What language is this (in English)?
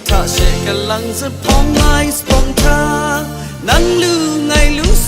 Kachin